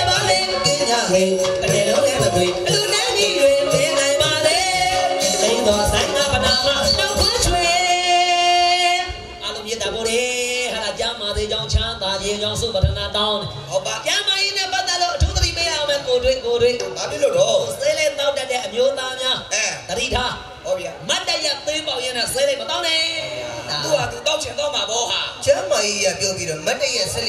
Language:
Burmese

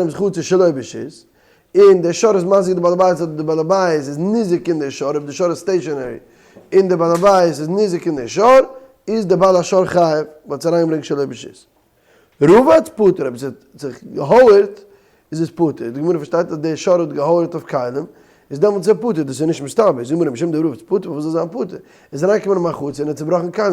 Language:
Yiddish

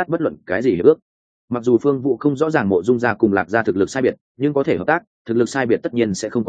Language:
Vietnamese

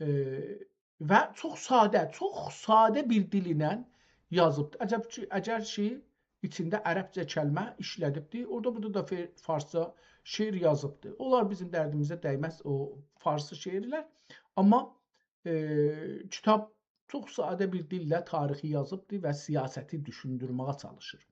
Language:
South Azerbaijani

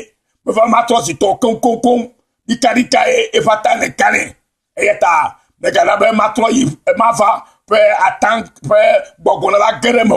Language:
Ewe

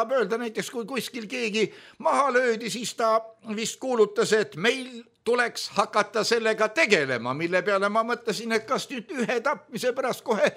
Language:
Estonian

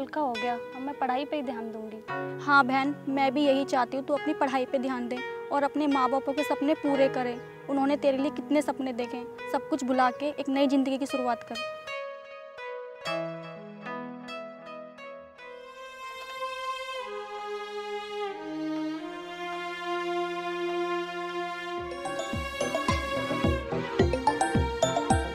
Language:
Hindi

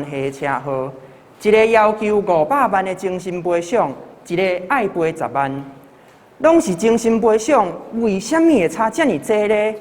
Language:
Min Nan Chinese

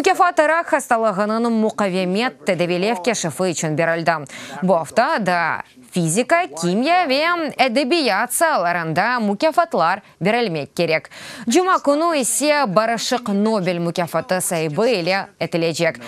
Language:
Crimean Tatar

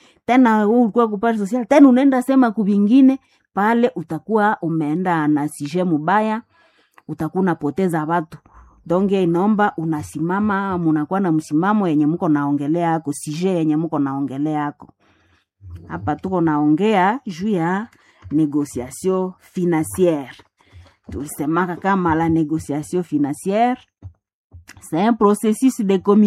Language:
Swahili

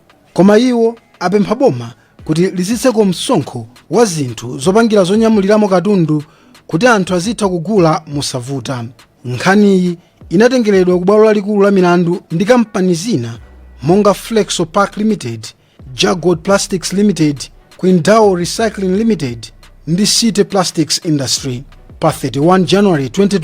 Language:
Nyanja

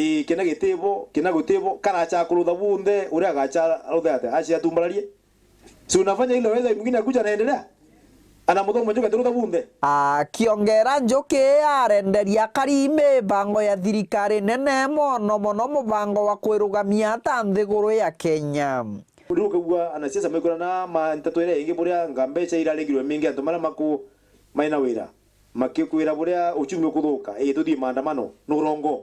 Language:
Meru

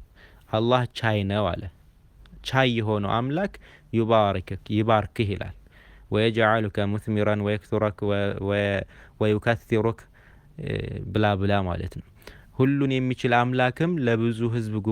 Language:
Amharic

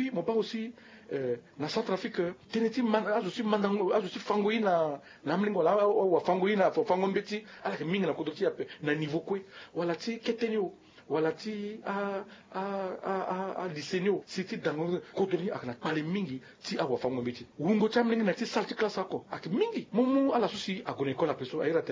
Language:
Sango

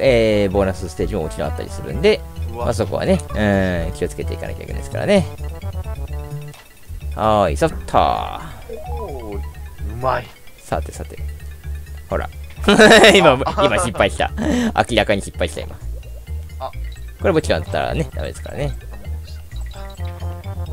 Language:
Japanese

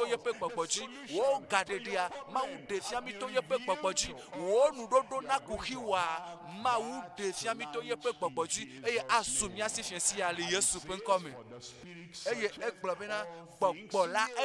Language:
Ewe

